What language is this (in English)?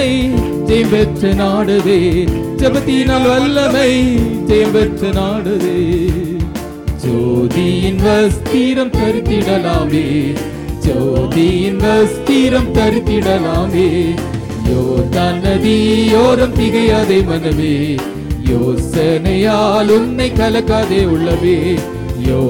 Tamil